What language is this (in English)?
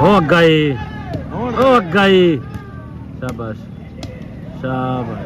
Saraiki